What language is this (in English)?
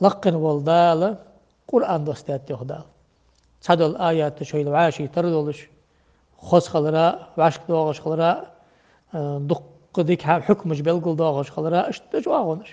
Ingush